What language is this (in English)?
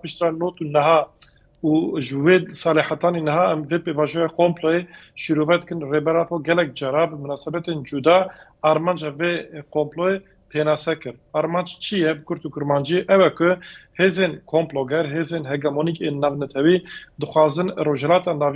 Kurdish